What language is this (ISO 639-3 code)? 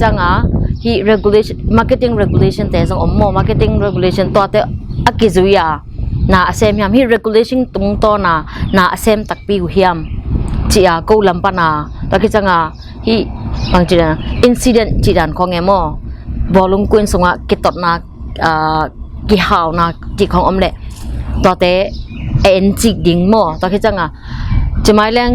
ctd